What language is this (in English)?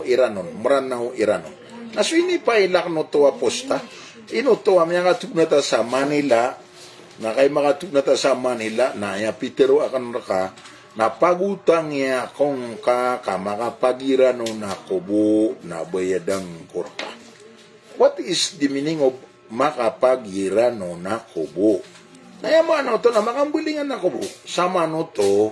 Maranao